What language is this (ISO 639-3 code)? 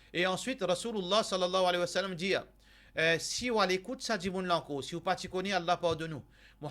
mfe